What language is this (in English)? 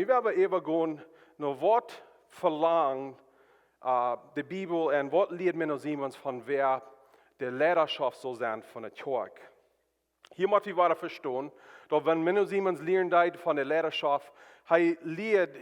Plautdietsch